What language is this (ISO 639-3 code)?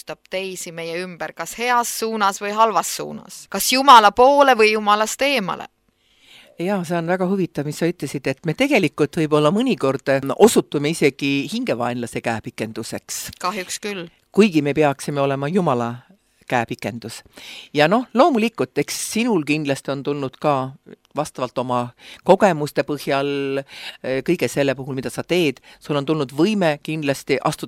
est